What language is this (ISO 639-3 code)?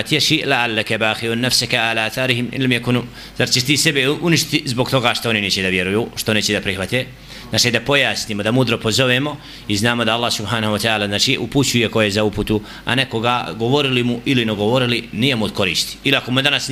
bos